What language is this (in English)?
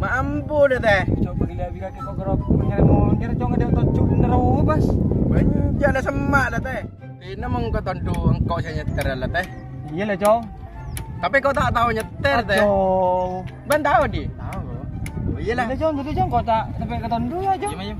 Madurese